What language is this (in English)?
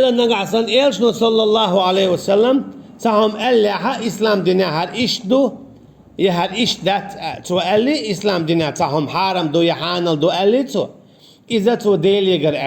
Chechen